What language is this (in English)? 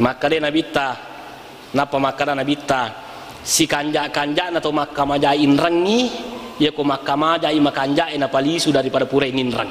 Buginese